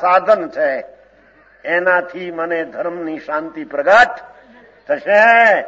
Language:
Gujarati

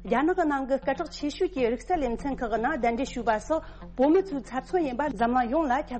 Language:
Tibetan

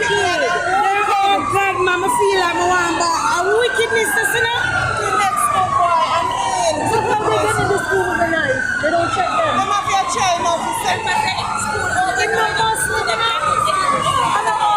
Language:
Jamaican Creole English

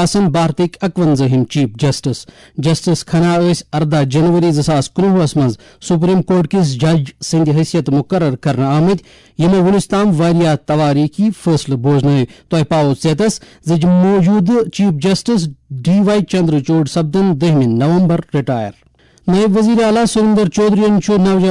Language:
Kashmiri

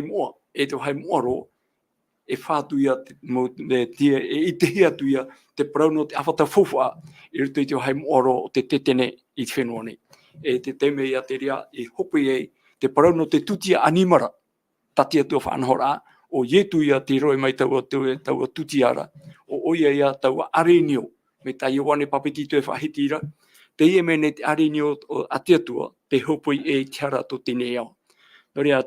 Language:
Tahitian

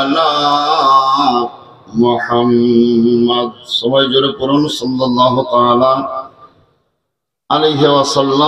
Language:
Bangla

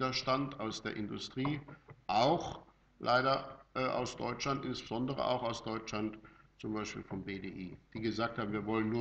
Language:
German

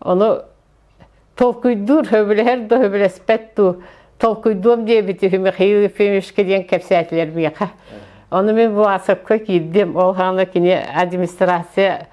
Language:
Yakut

